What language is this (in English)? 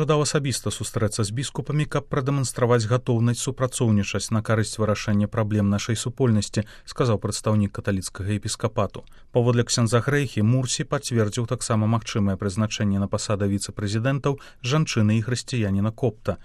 Belarusian